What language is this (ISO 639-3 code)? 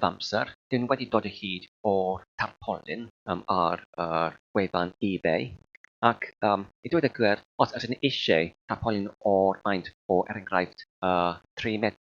cym